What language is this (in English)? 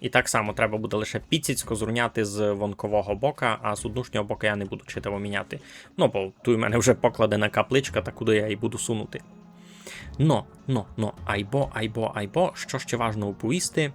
Rusyn